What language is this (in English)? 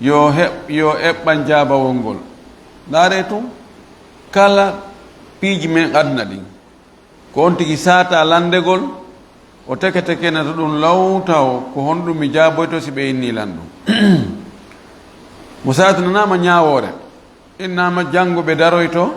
Fula